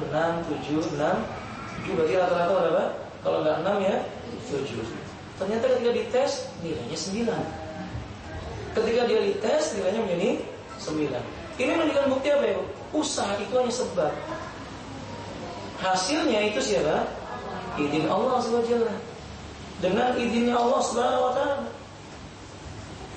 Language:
Indonesian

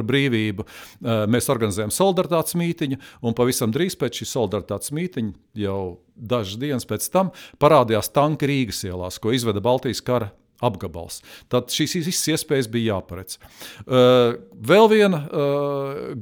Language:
Latvian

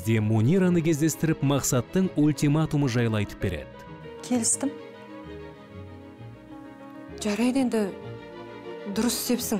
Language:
Kazakh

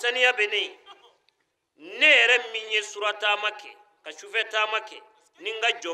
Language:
Bambara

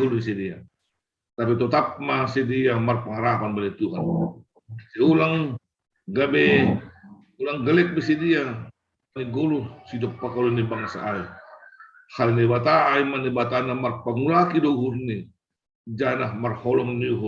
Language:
Batak Simalungun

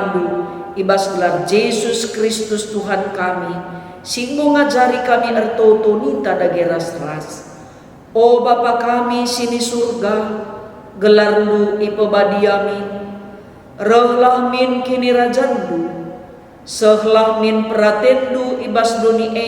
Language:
Batak Karo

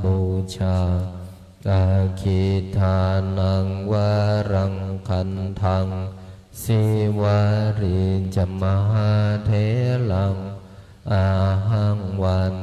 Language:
Pali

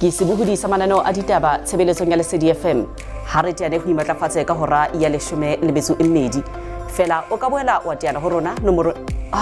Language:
Southern Sotho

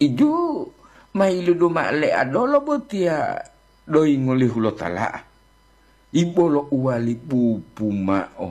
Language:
Gorontalo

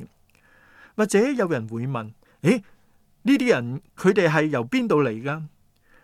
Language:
Cantonese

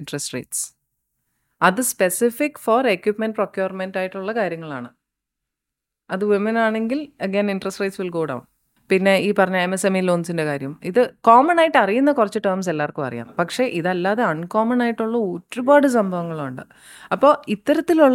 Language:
Malayalam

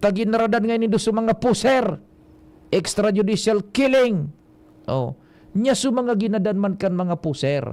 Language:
Bikol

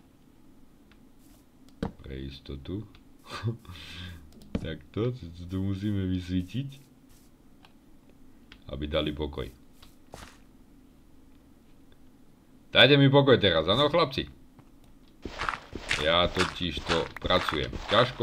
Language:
Slovak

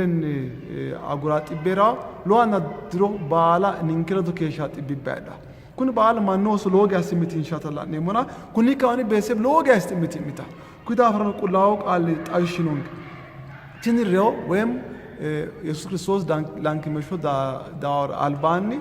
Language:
Sidamo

